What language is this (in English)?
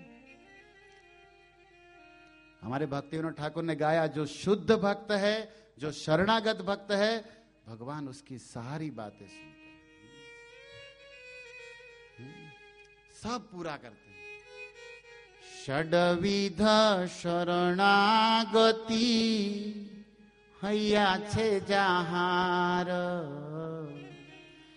Hindi